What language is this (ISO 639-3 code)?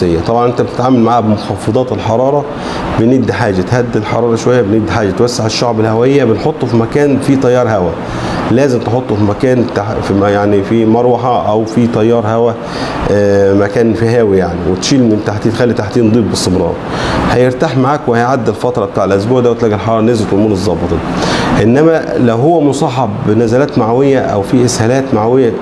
arz